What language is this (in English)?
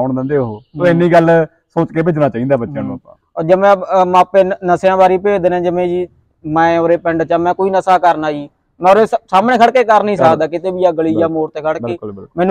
Punjabi